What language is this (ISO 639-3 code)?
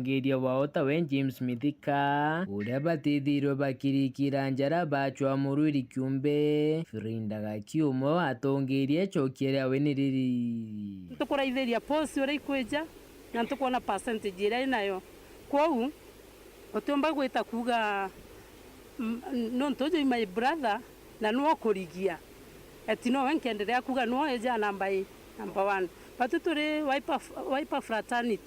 mer